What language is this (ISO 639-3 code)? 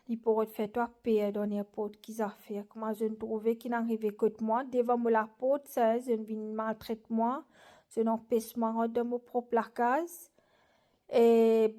mfe